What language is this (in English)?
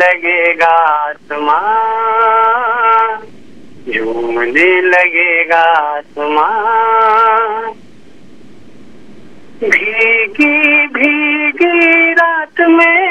Hindi